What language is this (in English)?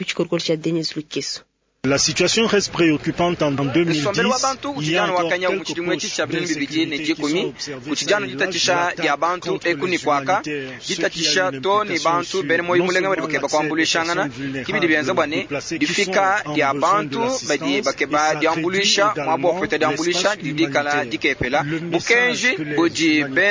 Luba-Lulua